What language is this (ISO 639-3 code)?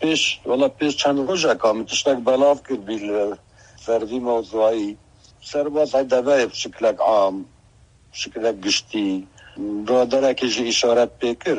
kur